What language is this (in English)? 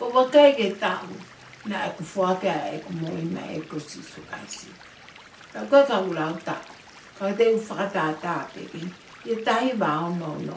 Tongan